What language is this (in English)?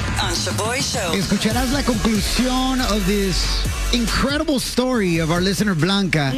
Spanish